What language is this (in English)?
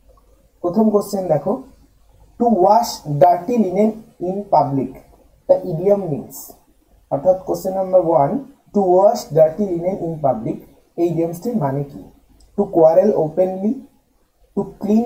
Bangla